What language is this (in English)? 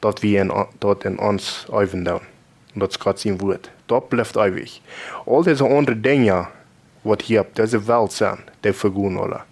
Plautdietsch